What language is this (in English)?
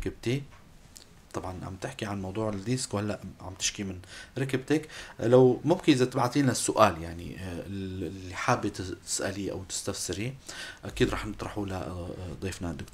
North Levantine Arabic